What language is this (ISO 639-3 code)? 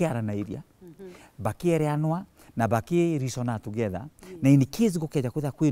mer